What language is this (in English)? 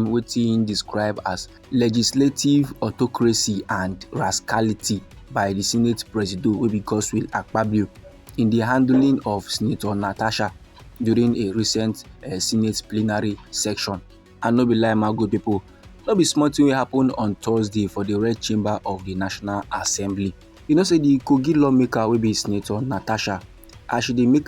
Nigerian Pidgin